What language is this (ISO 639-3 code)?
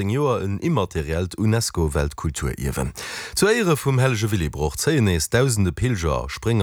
ltz